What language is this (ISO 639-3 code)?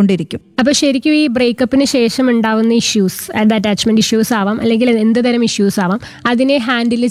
mal